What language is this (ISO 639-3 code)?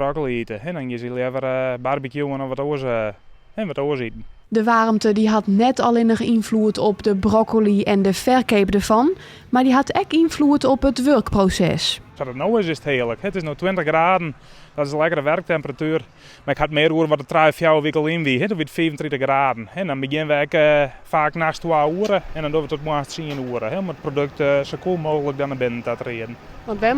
fry